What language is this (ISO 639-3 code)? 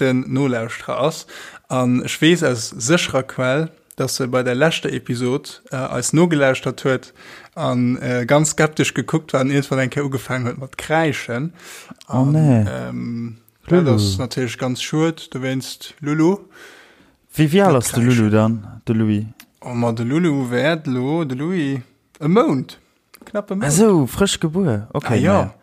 ltz